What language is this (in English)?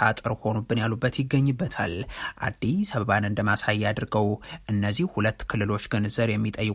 Amharic